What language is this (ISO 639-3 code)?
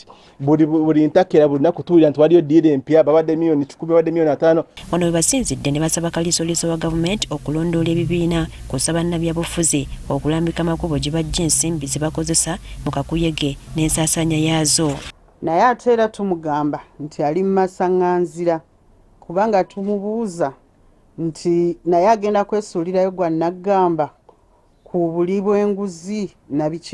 lug